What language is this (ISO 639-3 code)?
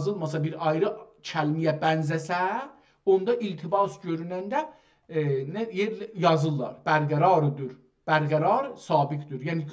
azb